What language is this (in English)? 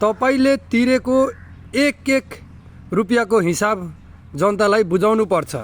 Nepali